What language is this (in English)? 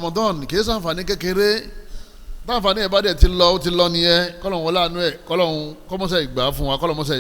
Yoruba